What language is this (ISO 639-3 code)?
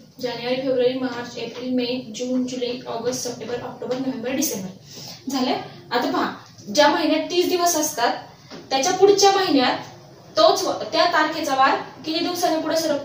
mar